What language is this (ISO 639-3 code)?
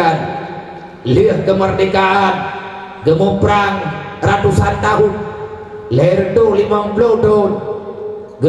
ace